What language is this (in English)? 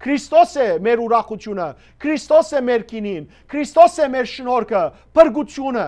Western Armenian